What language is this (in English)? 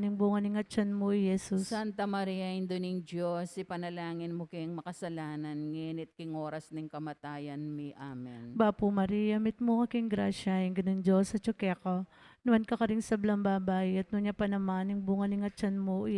Pampanga